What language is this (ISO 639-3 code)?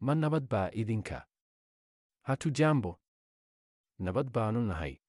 som